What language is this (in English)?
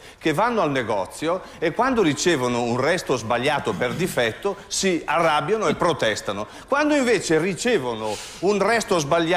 Italian